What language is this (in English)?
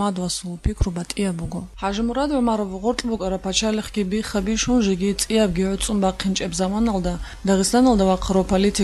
Avaric